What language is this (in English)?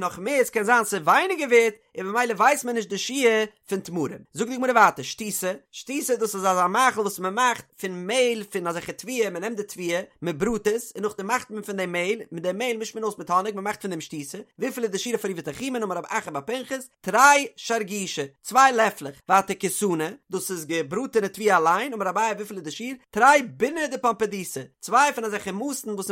Yiddish